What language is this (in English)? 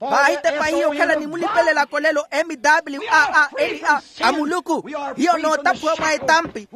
Makhuwa